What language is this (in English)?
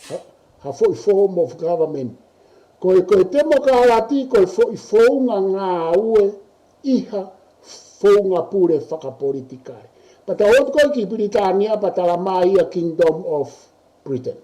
Tongan